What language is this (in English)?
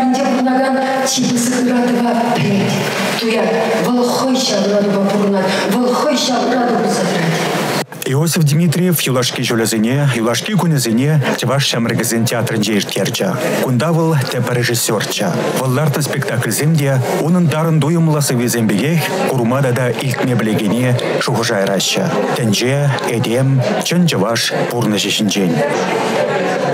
Chuvash